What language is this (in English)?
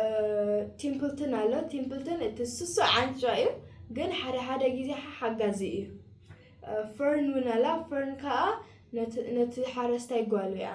Tigrinya